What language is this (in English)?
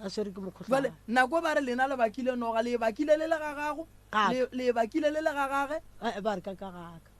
Northern Sotho